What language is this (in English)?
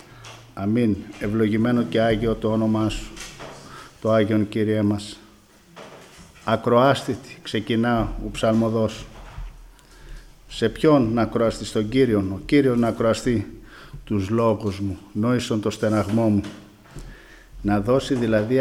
Greek